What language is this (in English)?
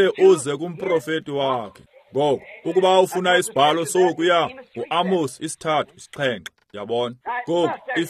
Xhosa